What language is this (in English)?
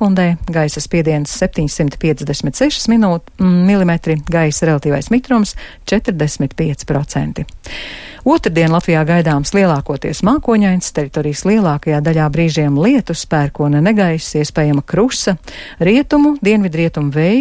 Latvian